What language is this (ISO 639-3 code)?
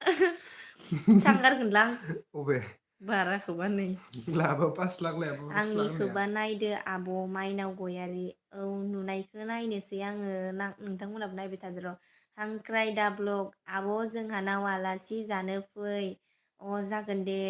brx